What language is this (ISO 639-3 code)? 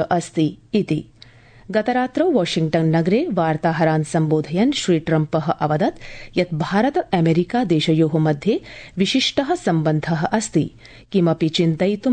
san